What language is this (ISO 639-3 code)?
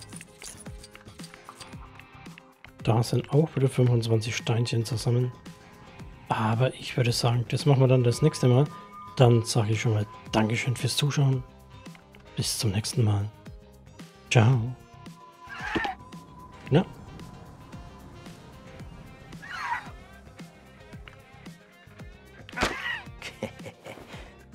deu